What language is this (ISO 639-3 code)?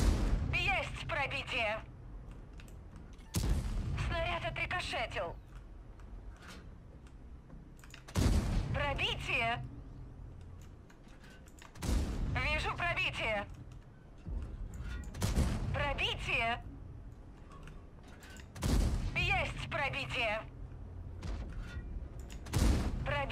rus